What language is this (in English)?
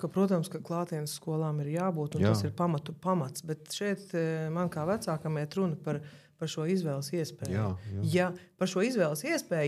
Latvian